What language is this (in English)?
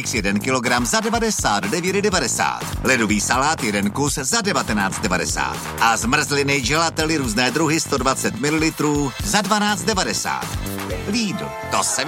Czech